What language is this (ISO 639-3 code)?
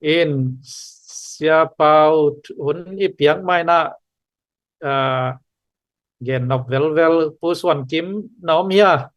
ctd